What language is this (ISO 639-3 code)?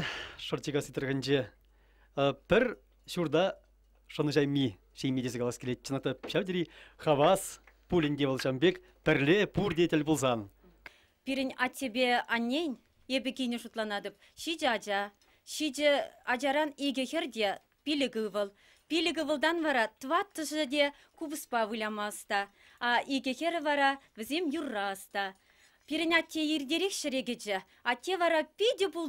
chv